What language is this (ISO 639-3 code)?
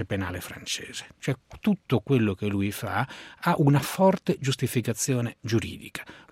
ita